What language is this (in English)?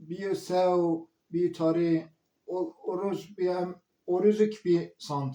Zaza